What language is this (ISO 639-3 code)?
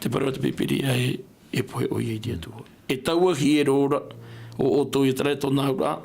tah